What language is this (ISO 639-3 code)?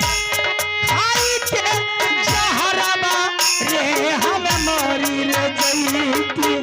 mai